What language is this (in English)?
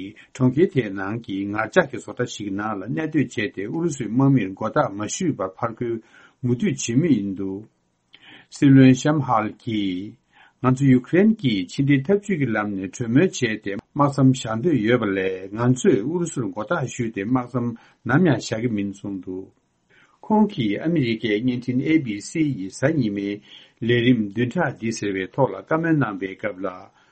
Tibetan